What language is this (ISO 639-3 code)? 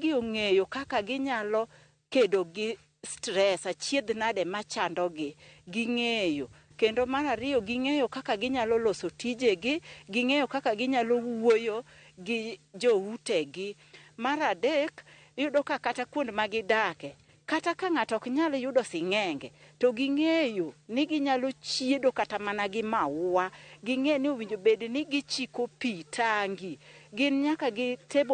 luo